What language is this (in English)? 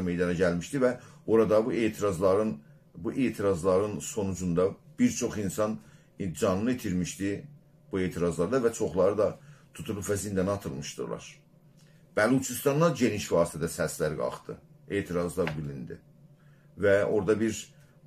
South Azerbaijani